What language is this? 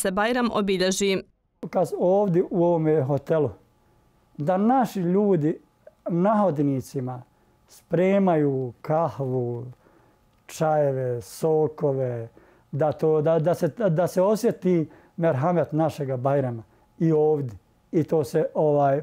Bosnian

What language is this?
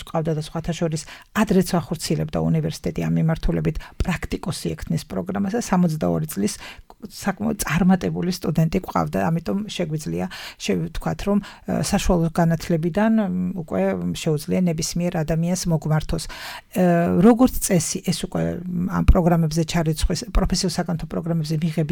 Georgian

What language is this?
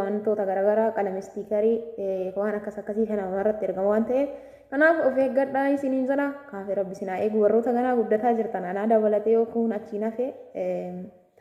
Oromo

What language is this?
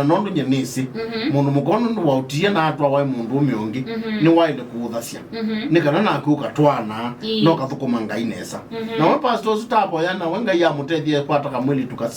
Kamba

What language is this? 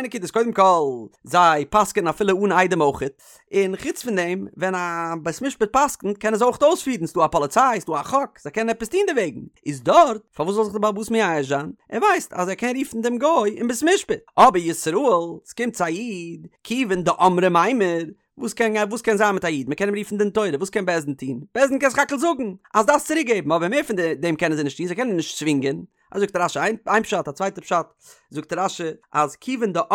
Yiddish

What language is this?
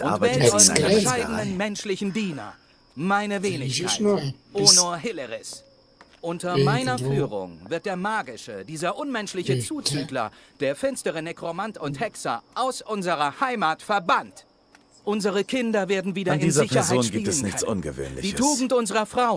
Swiss German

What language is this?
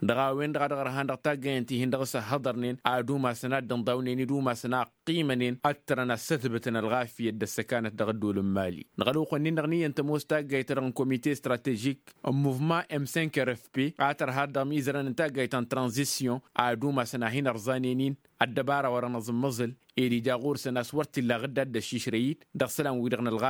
Tamasheq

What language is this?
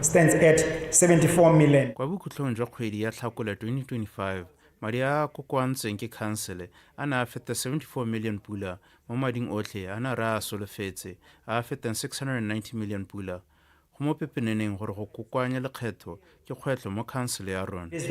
Tswana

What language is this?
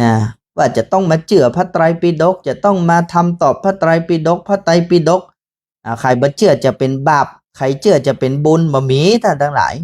Northern Thai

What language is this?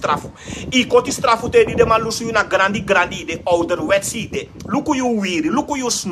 Sranan Tongo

